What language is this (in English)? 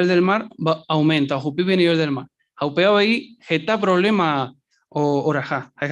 Guarani